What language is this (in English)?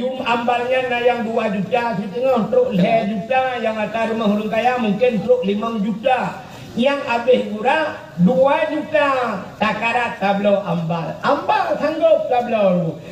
Achinese